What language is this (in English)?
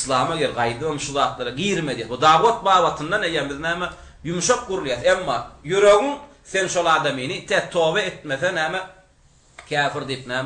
Turkmen